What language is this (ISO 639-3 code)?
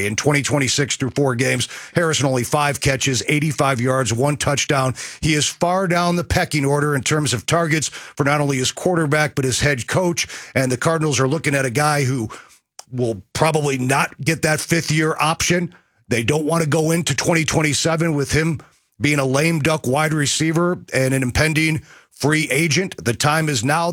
eng